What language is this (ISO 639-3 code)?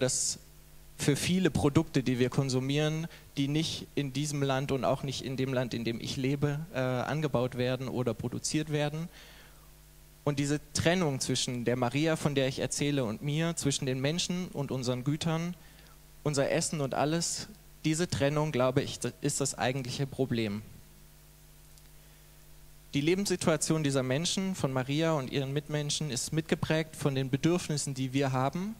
deu